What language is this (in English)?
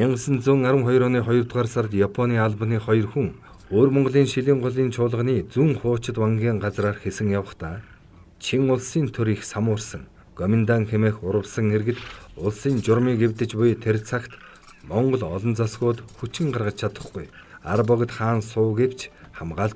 Mongolian